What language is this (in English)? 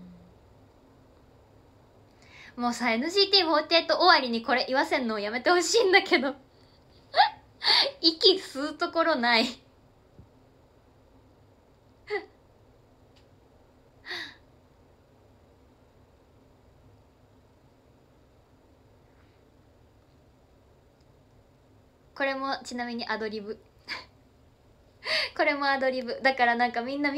Japanese